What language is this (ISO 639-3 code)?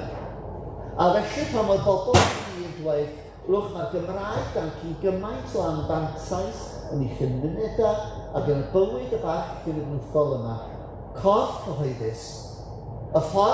cym